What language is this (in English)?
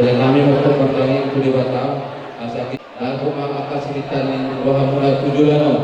Batak Toba